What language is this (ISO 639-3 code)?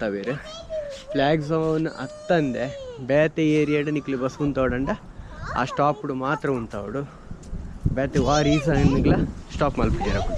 tcy